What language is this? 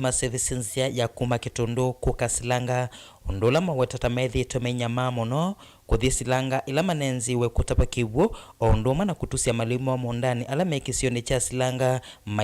Kamba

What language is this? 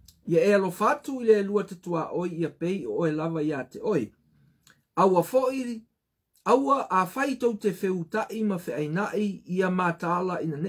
Samoan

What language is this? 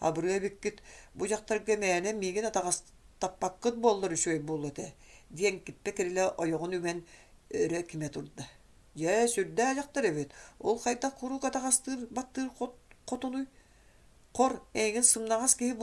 Yakut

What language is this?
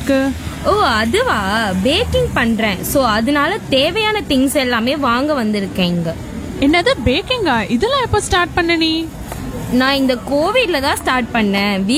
Tamil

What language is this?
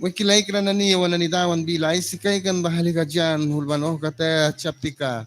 Mískito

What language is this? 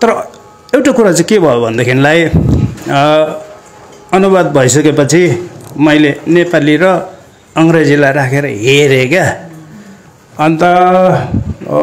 Nepali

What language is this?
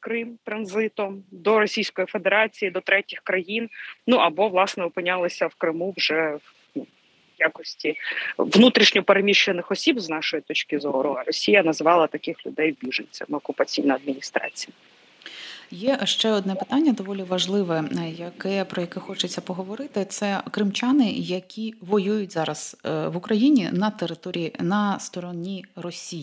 Ukrainian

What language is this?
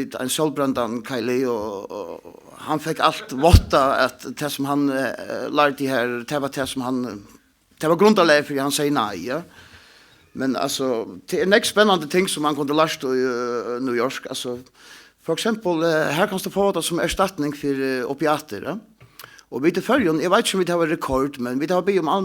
Faroese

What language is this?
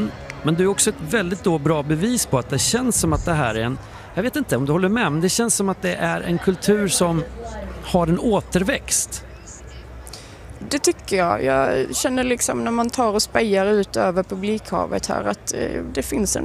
Swedish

